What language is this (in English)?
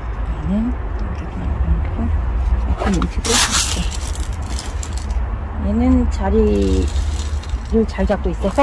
Korean